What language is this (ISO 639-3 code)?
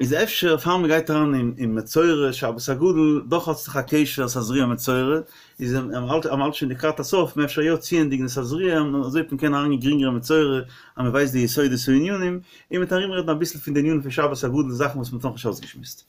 yid